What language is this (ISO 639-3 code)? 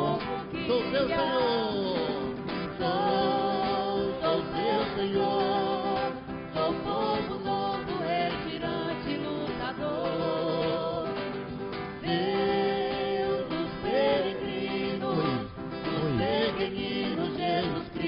por